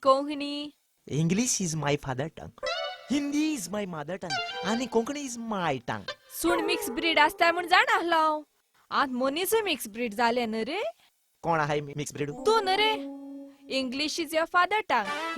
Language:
Konkani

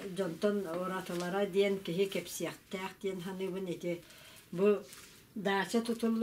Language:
Yakut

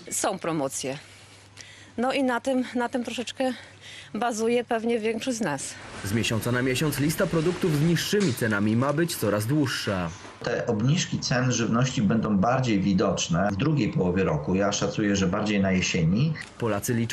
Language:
Polish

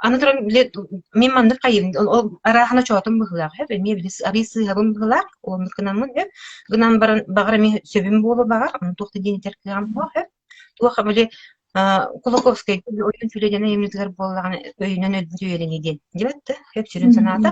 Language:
Yakut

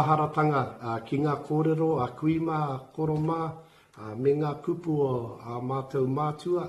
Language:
Māori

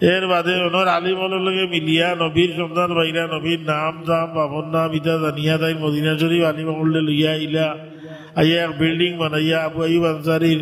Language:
Sylheti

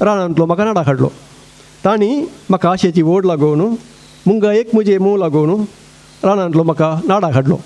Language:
Konkani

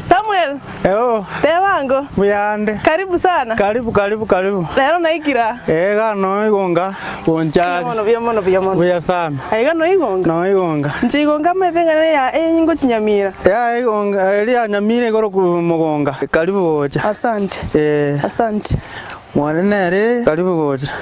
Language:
Gusii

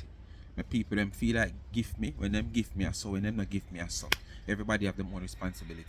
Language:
Jamaican Creole English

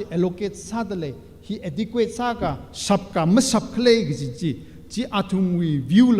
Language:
Tangkhul Naga (India)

